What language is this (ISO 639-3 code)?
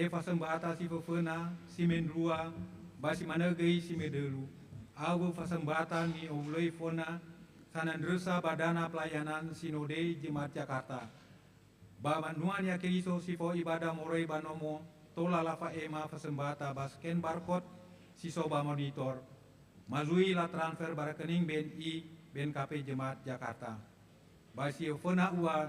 nia